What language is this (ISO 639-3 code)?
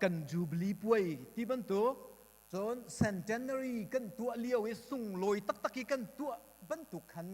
cnh